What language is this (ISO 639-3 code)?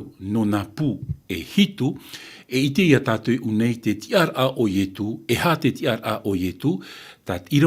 tah